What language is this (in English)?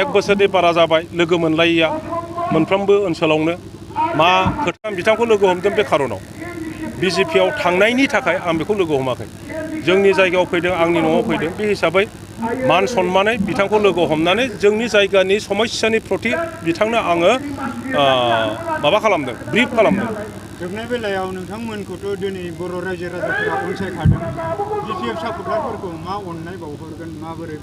Bodo